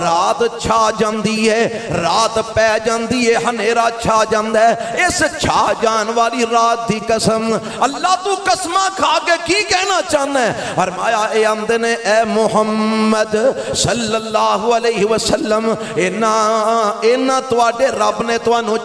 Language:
Western Panjabi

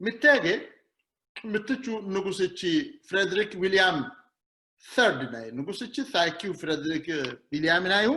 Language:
Sidamo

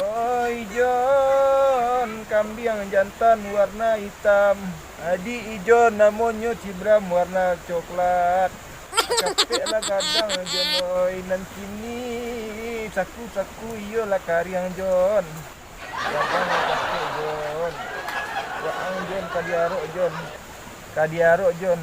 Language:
Minangkabau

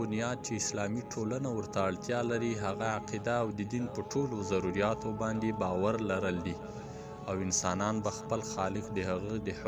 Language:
Pashto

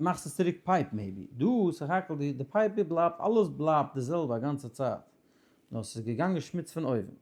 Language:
Yiddish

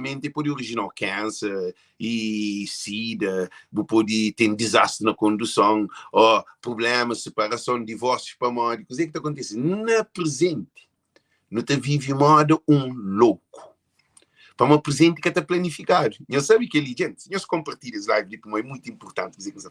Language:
Kabuverdianu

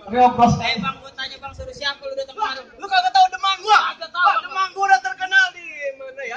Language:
Betawi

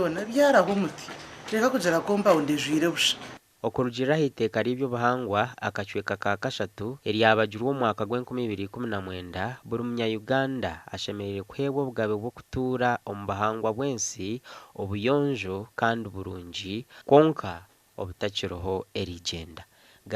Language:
Nyankole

